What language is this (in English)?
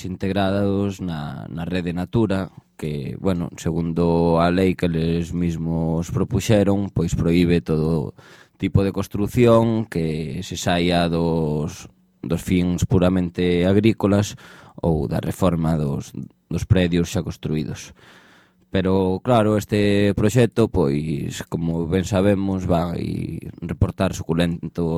Galician